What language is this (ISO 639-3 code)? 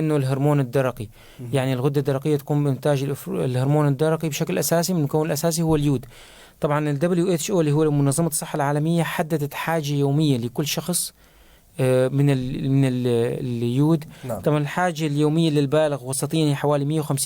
apc